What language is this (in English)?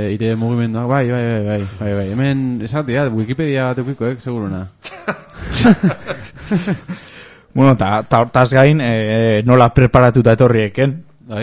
Basque